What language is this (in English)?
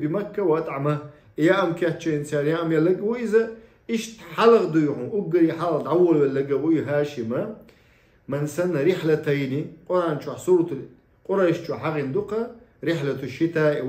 Chechen